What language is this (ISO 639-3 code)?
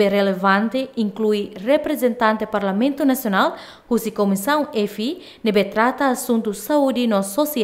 tet